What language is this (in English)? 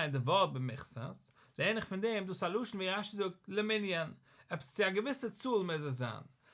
Yiddish